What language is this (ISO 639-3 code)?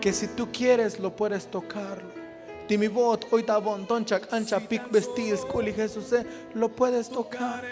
tzo